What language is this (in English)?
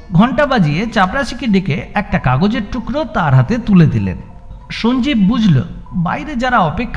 Bangla